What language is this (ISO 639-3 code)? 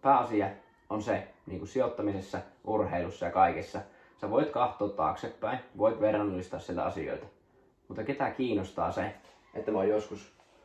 fin